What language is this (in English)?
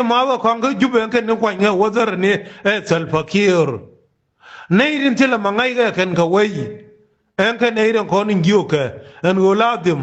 Nuer